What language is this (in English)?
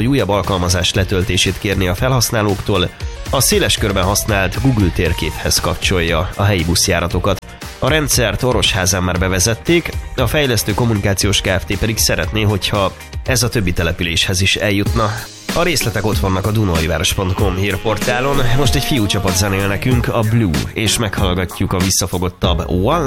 Hungarian